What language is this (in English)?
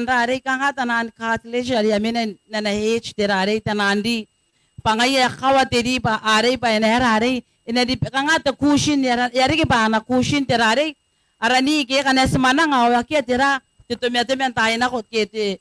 Gilbertese